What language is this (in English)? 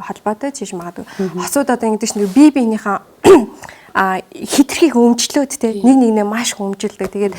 Mongolian